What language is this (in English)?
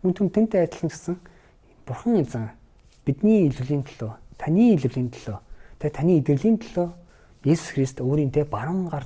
Mongolian